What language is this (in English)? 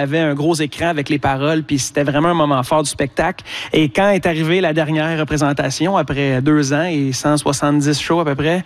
French